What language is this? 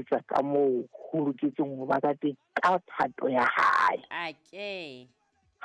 Southern Sotho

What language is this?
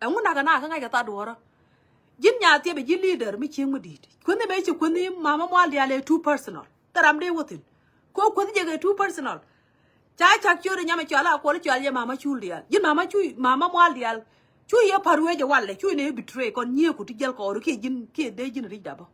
Nuer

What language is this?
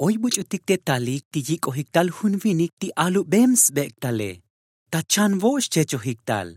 Tzotzil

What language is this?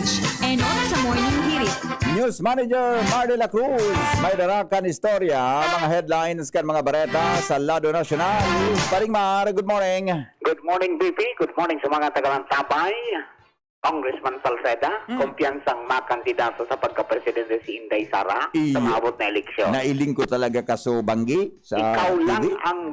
Bikol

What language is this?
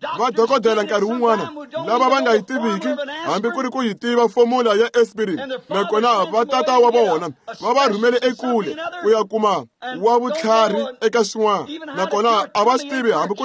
Tsonga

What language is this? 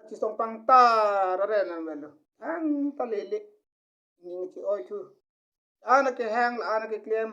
Karbi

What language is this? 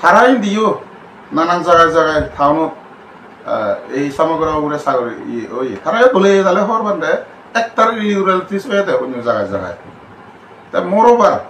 Chakma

